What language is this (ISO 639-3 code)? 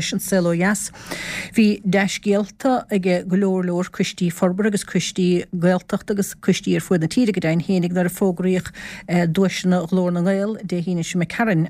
gle